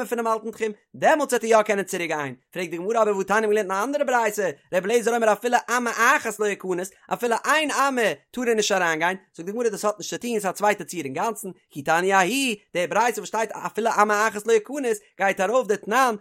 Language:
Yiddish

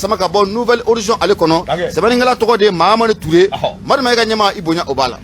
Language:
Bambara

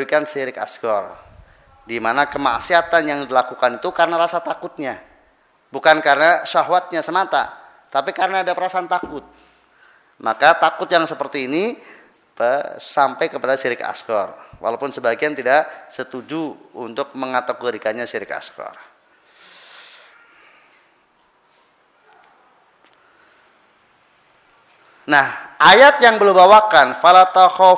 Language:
Indonesian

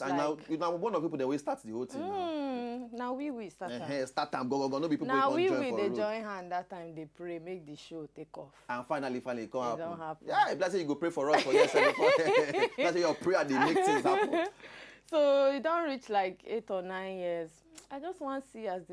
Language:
Nigerian Pidgin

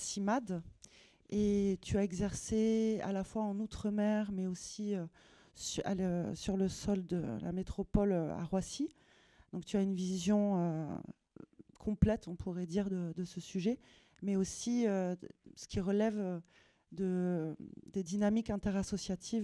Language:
French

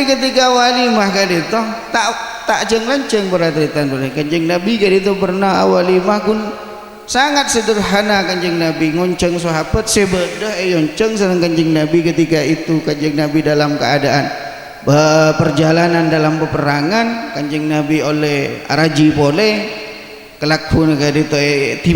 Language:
Madurese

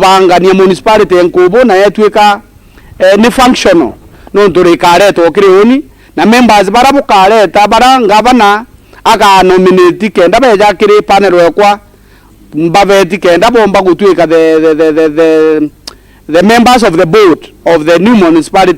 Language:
Meru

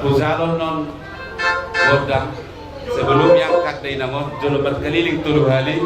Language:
Batak Toba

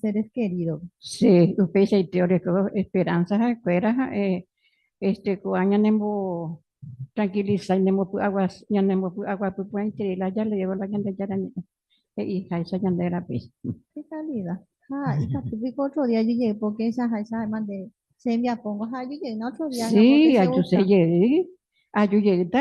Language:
Guarani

